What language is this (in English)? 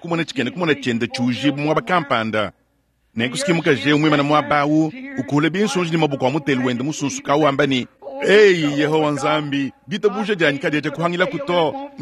Luba-Lulua